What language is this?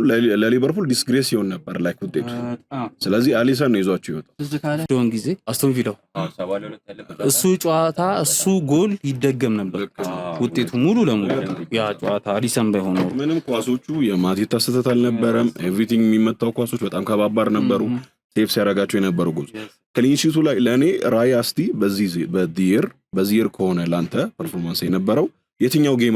Amharic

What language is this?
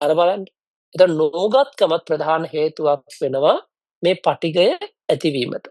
Sinhala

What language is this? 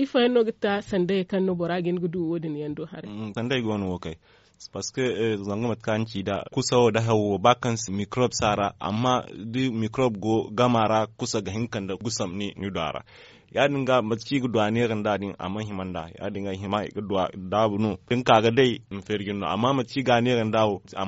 Zarma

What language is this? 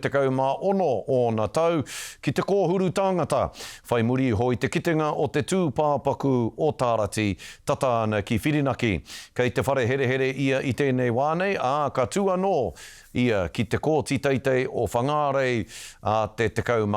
Māori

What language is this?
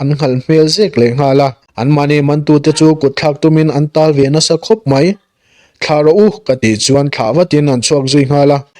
Mizo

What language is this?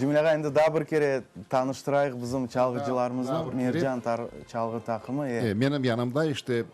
Crimean Tatar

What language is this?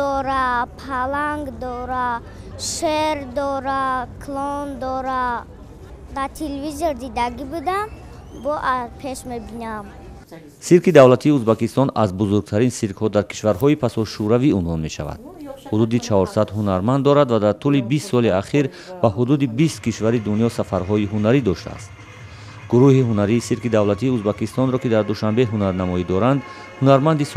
Tajik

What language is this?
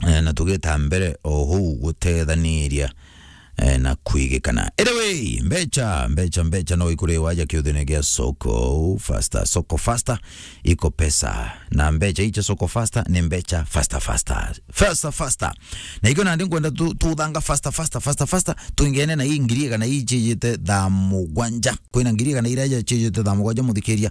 Meru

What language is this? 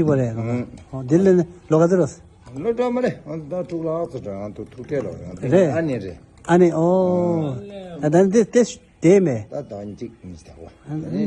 Tibetan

